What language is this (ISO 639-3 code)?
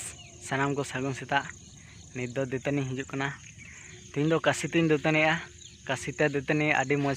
sat